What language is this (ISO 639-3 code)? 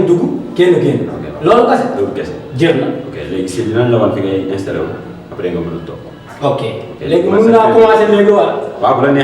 wol